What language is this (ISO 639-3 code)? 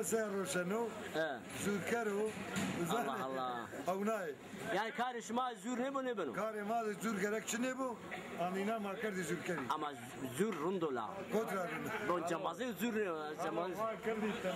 zza